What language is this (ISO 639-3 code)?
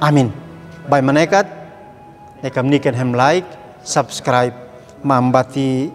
aoz